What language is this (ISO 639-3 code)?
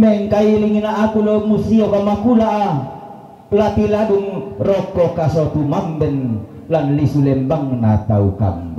sda